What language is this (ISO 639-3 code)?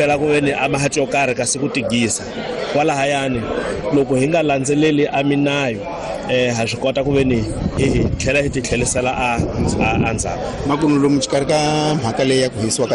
tso